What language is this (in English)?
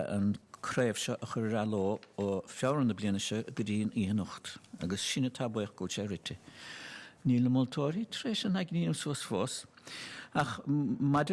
Irish